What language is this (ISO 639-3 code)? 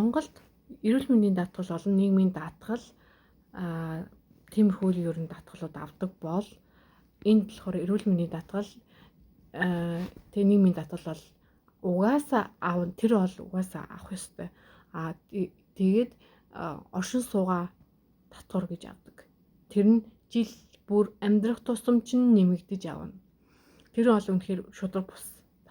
mon